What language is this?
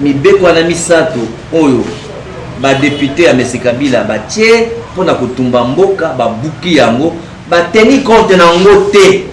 Lingala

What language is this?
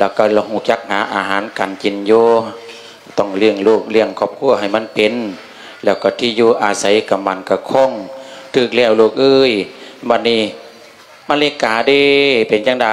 Lao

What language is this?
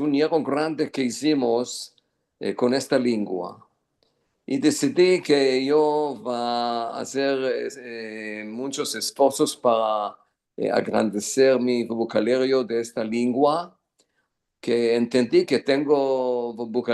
Ladino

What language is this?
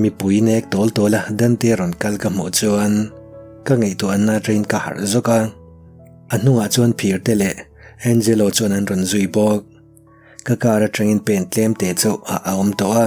Mizo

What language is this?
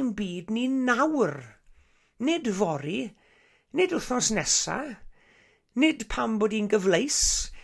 Welsh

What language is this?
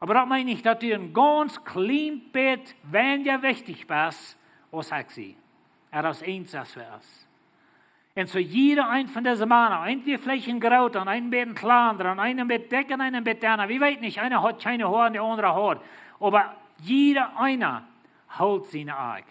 Plautdietsch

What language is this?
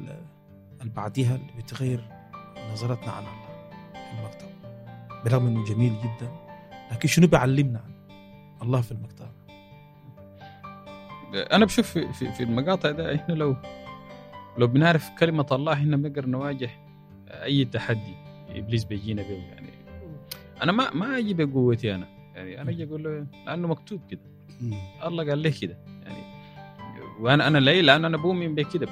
Egyptian Arabic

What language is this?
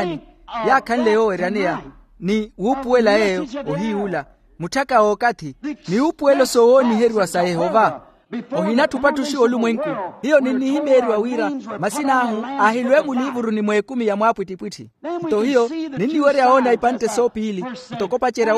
Makhuwa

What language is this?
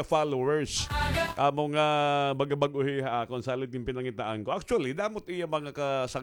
Waray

